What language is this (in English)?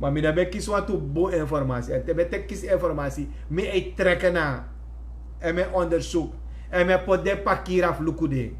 Sranan Tongo